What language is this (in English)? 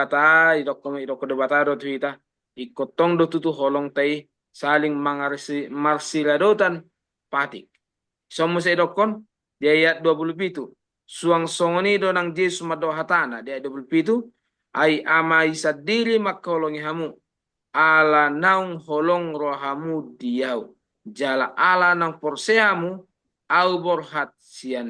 Batak Toba